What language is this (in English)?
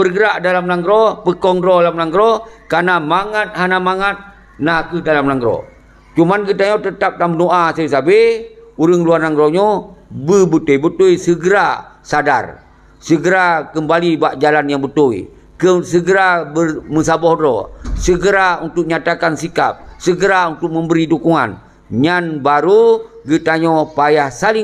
Achinese